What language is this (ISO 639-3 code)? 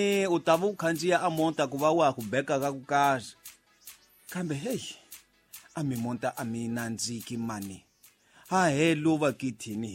tso